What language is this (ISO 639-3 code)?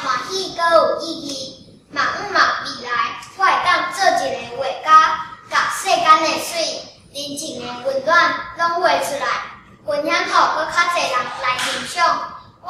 nan